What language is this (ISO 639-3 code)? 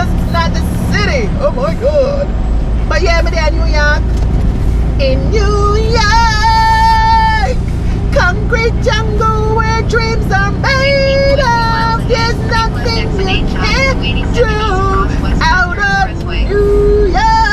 jam